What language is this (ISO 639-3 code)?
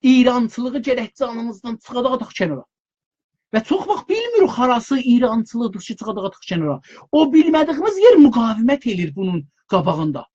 azb